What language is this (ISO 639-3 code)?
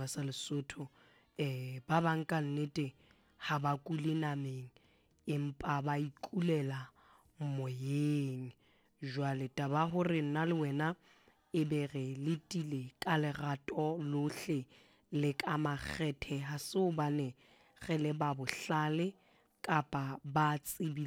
sot